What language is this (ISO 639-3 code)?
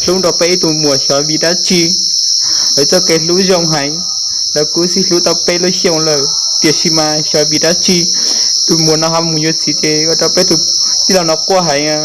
hmn